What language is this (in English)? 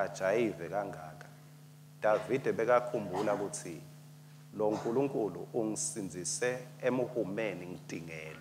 Swati